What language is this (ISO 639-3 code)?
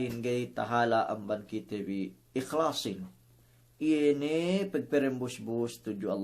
yka